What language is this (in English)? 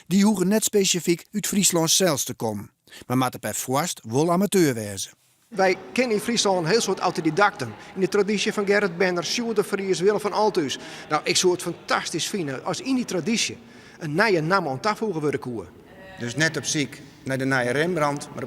Western Frisian